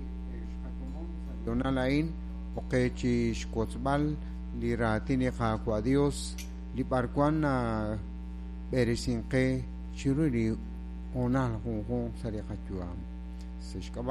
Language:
Kekchí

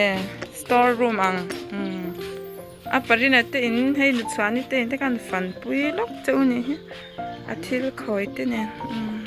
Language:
Mizo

